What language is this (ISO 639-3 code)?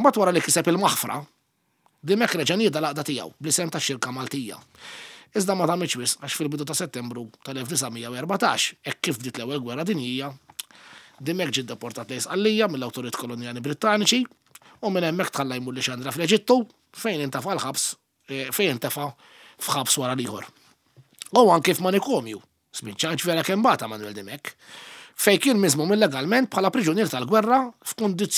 mlt